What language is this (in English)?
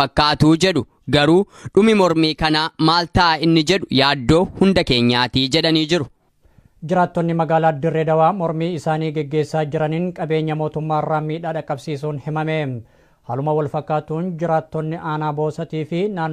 Oromo